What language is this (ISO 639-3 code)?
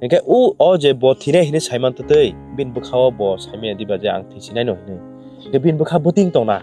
trp